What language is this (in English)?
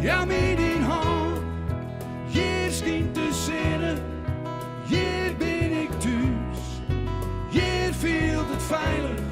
Western Frisian